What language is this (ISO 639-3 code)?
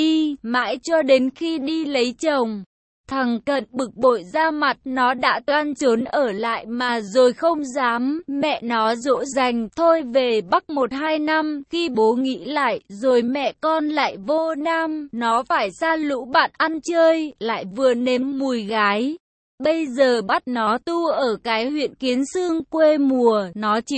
vie